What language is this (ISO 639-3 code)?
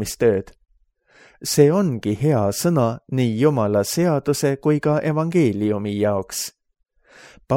est